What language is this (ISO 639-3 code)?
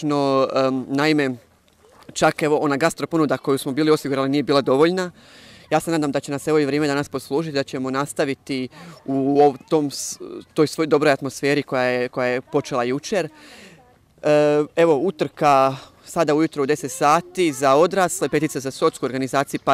hrv